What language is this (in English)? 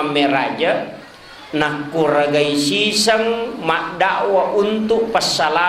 Buginese